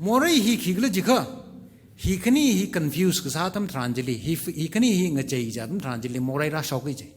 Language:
Tangkhul Naga (India)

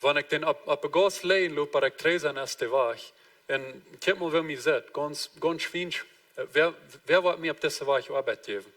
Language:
Plautdietsch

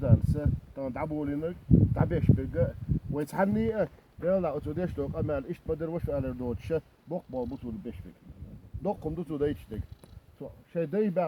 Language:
Chechen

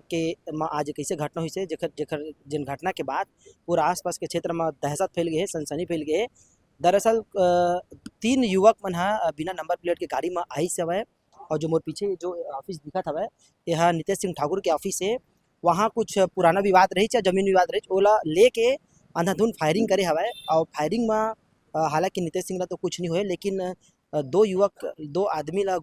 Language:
Chhattisgarhi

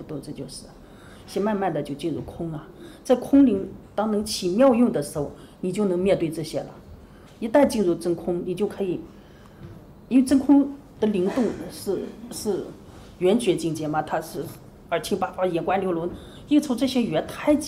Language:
Chinese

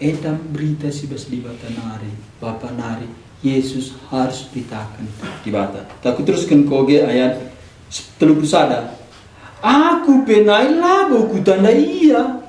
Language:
Batak Karo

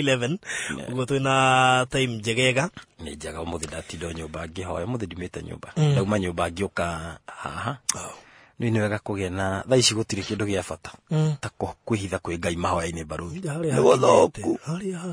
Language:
Kikuyu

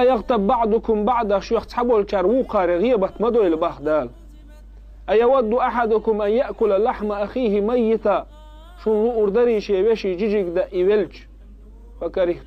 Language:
Chechen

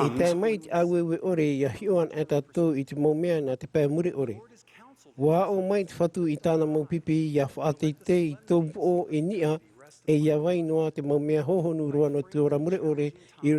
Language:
Tahitian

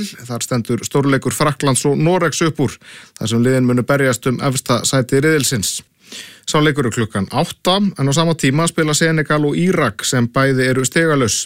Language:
Icelandic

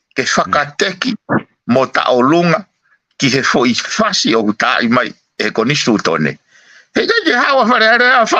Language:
Tongan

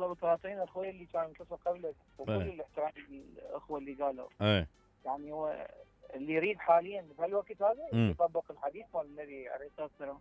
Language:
Mesopotamian Arabic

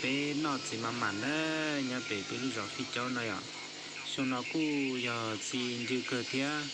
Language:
Hmong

